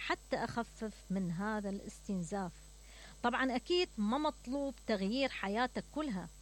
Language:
Mesopotamian Arabic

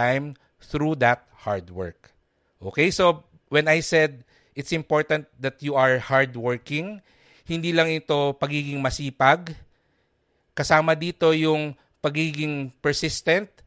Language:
Filipino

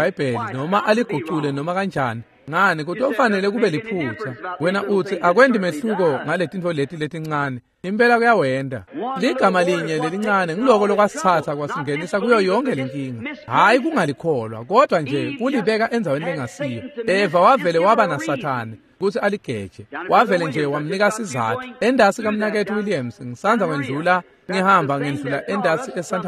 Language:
Swati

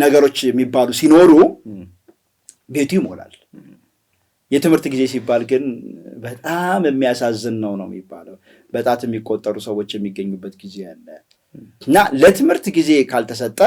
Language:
Amharic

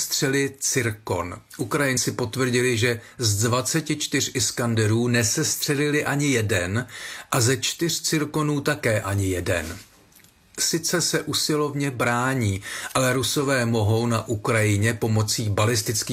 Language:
Czech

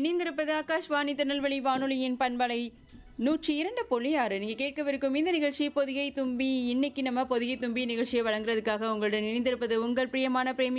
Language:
Tamil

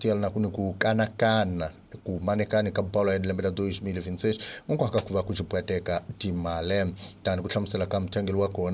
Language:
Tsonga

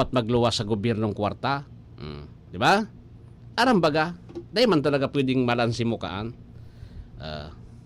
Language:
Bikol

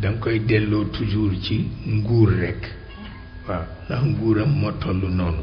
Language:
Wolof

